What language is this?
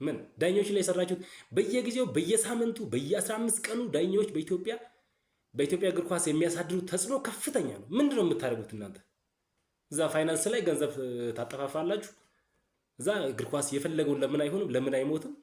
Amharic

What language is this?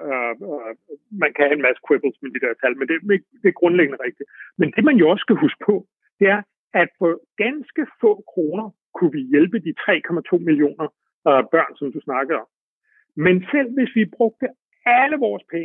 Danish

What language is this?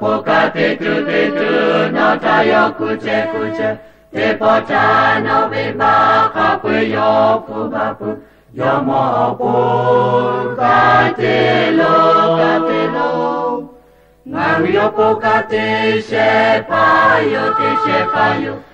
Lahu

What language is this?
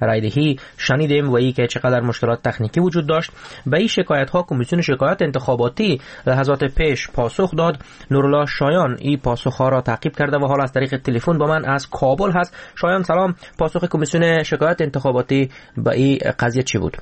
Persian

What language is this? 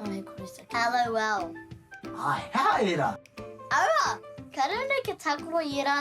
Māori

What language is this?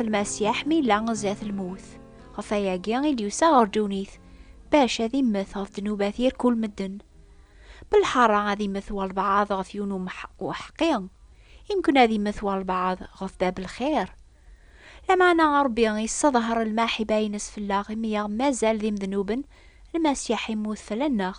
Kabyle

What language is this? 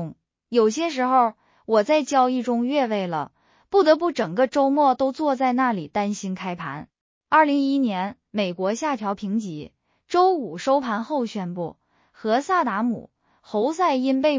Chinese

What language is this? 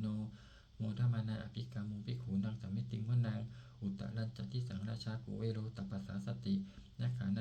Pali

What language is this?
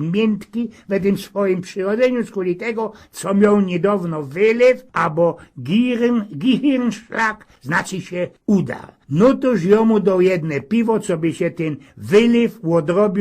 Silesian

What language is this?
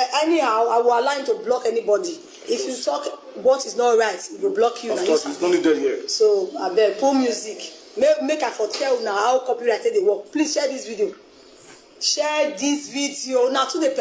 Nigerian Pidgin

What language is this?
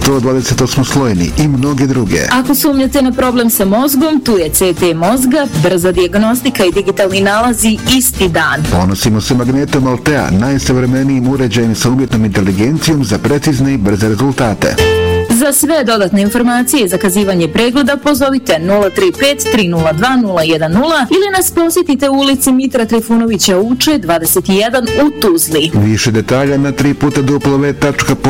Bosnian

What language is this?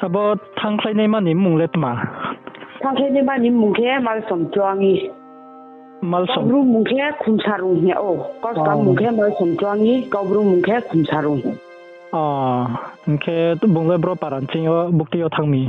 Riang (India)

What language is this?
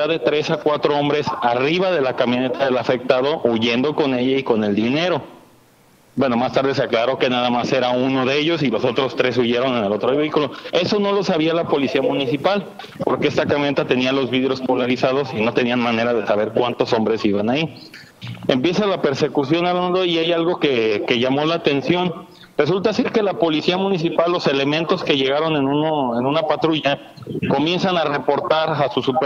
Spanish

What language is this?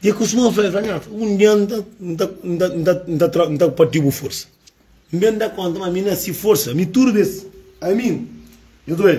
Kabuverdianu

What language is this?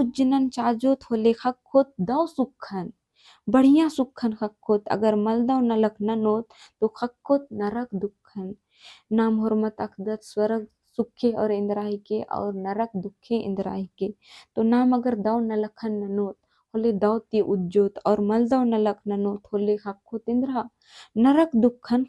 Kurukh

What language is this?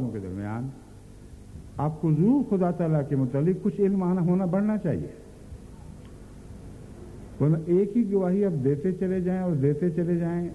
Urdu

